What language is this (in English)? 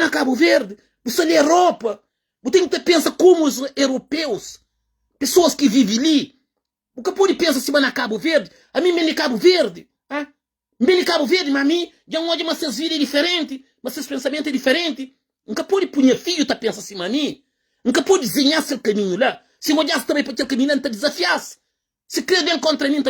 Kabuverdianu